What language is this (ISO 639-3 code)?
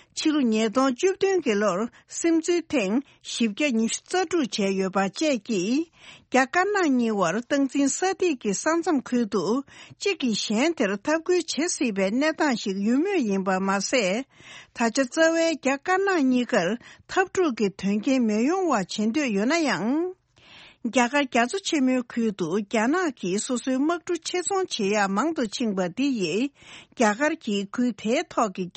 bod